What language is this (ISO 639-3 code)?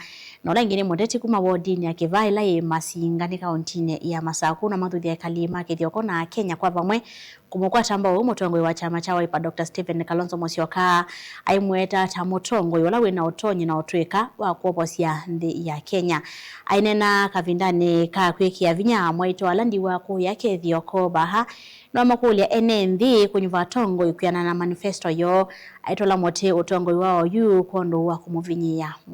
kam